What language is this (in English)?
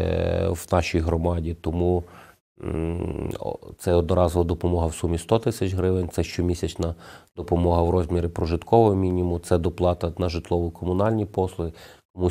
Ukrainian